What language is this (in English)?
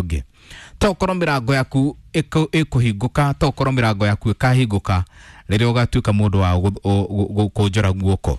Kikuyu